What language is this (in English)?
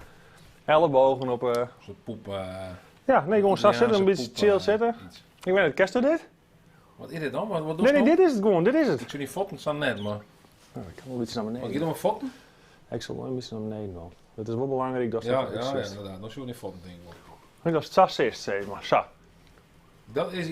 Western Frisian